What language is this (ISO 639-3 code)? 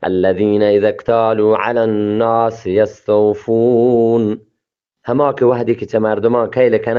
bgp